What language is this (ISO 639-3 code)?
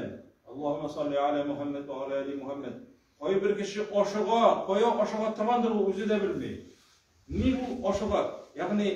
tat